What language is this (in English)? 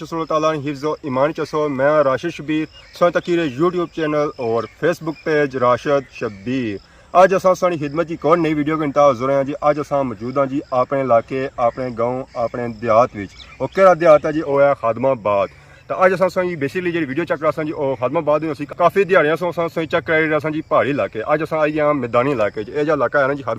Pahari-Potwari